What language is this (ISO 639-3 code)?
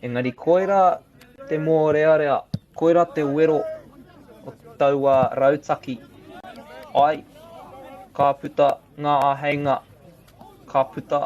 mri